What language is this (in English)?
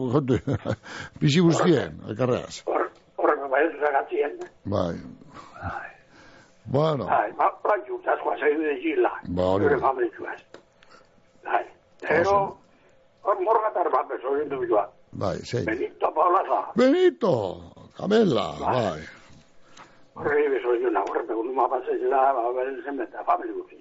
Basque